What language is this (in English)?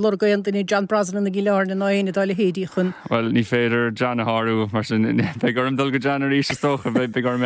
Irish